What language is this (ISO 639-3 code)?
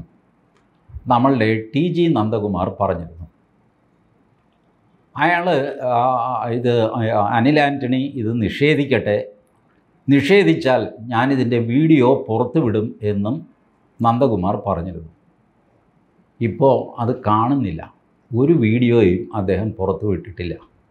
mal